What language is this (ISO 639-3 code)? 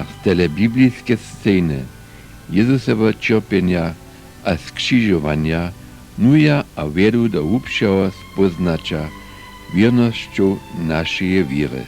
hsb